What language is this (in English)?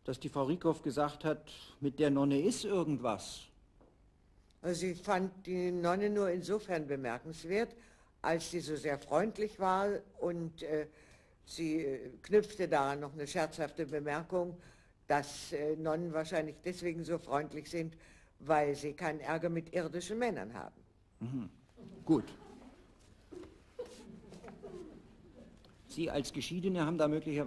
German